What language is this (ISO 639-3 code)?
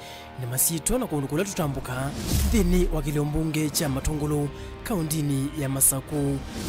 kam